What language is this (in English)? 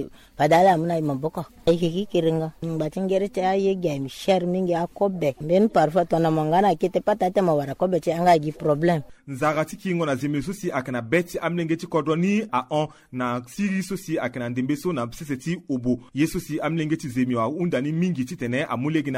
Sango